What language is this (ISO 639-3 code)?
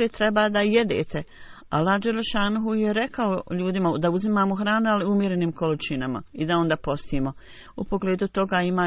bos